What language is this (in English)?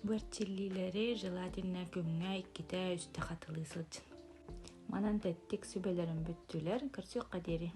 Yakut